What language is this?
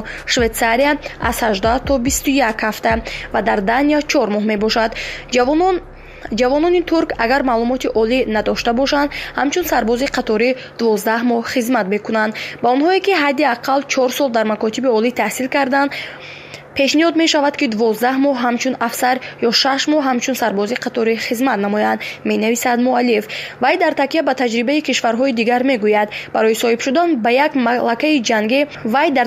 Tajik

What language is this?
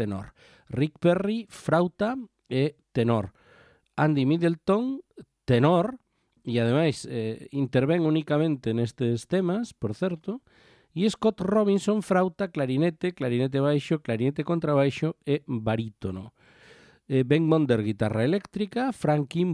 Galician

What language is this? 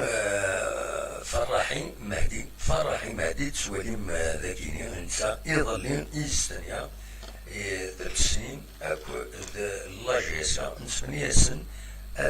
Kabyle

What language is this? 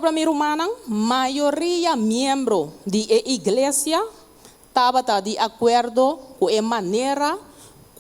Papiamento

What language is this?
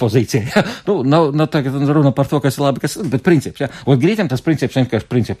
Latvian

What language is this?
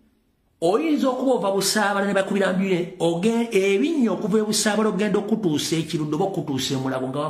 Ganda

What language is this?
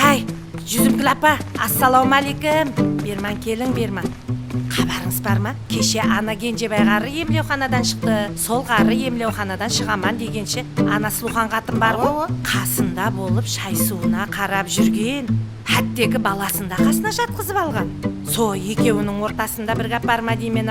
Kara-Kalpak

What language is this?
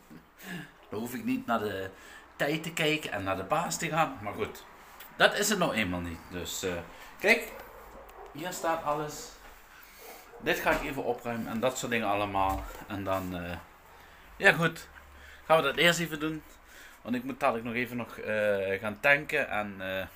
Dutch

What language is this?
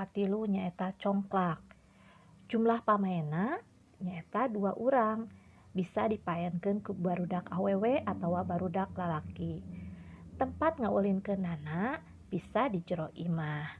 Sundanese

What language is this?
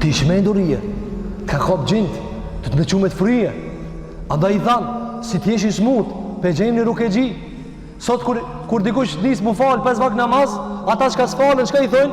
Albanian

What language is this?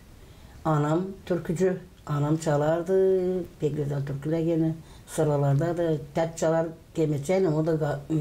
Gagauz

